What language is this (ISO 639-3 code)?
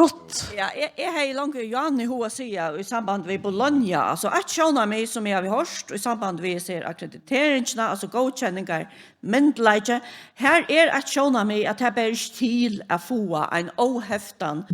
fao